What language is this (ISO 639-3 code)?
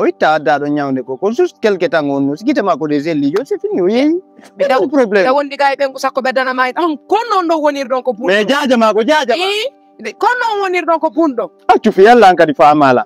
ful